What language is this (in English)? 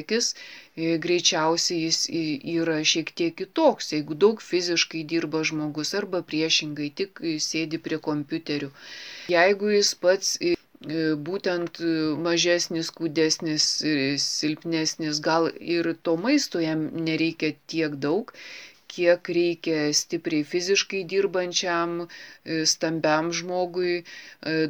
Lithuanian